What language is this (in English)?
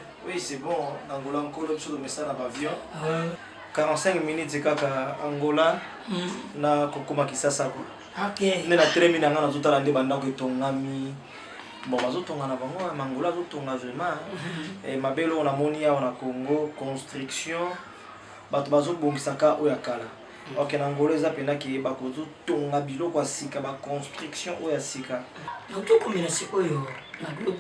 Lingala